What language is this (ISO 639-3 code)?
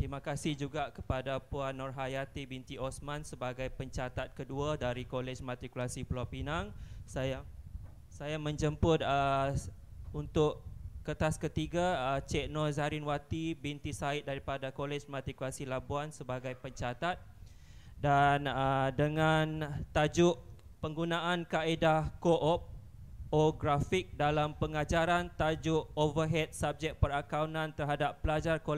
msa